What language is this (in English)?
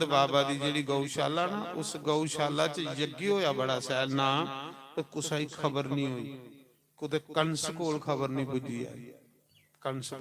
Dogri